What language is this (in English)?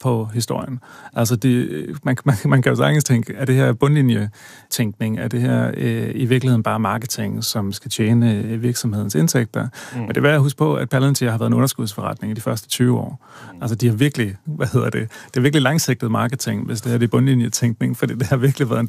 Danish